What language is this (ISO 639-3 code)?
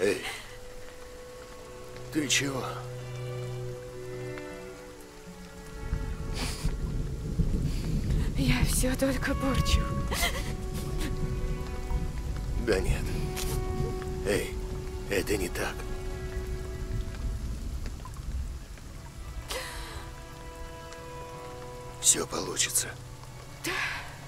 rus